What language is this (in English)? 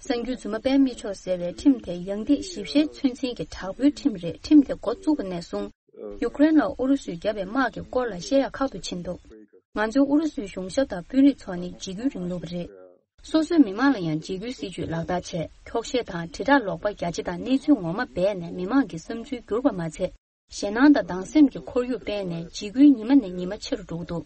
Tibetan